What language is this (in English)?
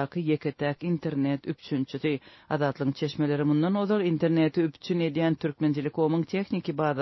Turkmen